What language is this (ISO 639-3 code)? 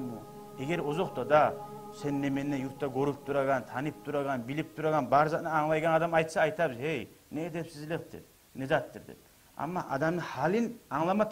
kum